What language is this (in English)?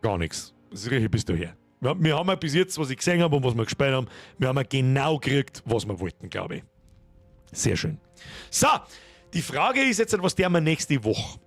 Bavarian